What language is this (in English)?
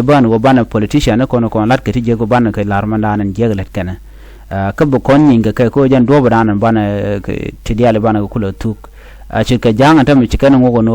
Nuer